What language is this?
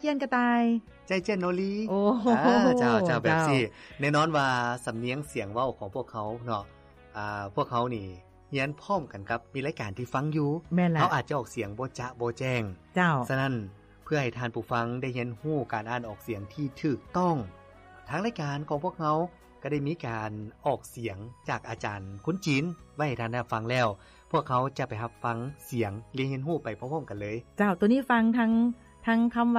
Lao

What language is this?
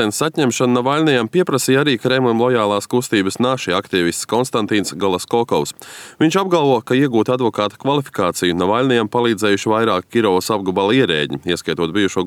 Latvian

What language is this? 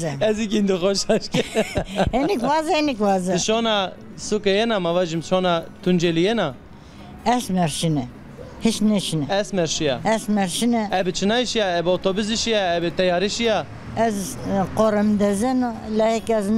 Zaza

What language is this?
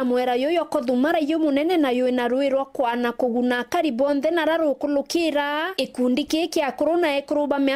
Meru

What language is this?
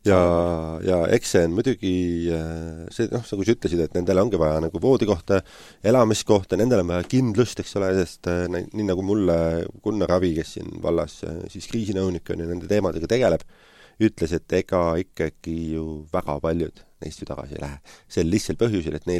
Estonian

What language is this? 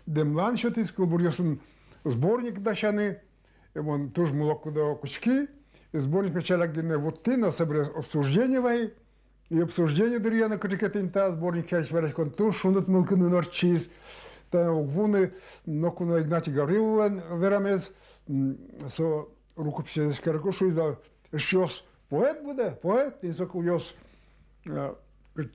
Udmurt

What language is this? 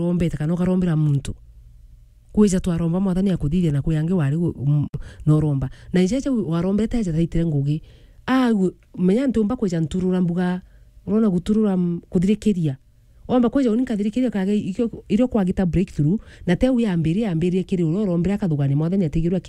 Meru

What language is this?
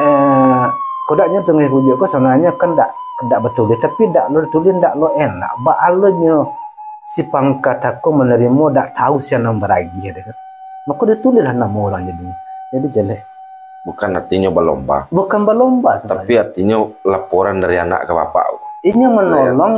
Minangkabau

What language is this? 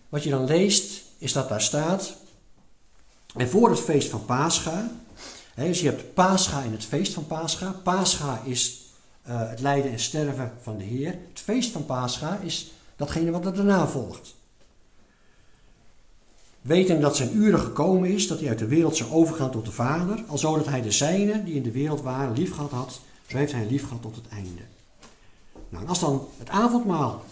Dutch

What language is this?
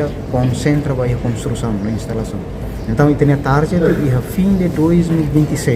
Tetum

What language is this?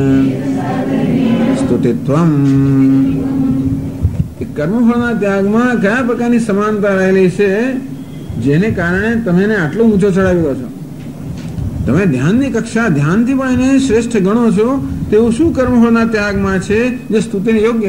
Gujarati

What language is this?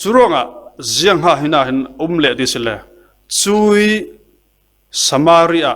Falam Chin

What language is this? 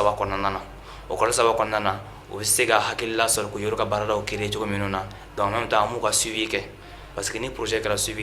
Bambara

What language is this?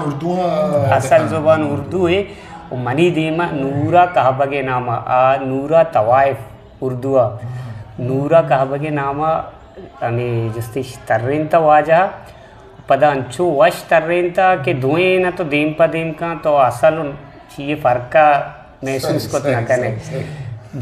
Eastern Balochi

